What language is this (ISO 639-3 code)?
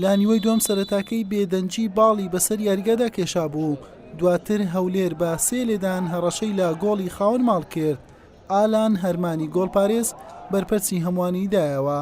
ckb